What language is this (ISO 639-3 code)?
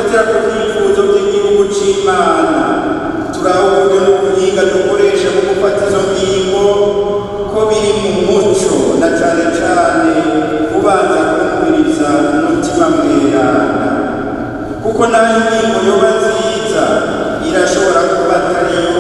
run